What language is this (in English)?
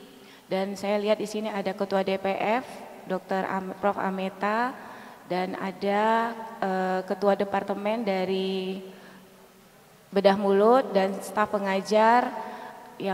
Indonesian